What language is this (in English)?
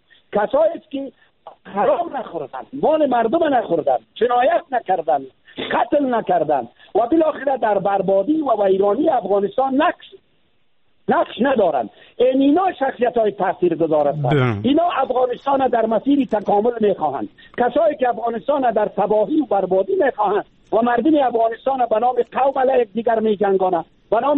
Persian